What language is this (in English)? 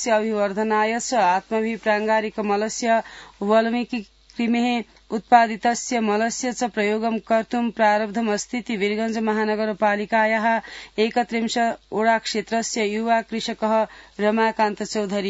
Sanskrit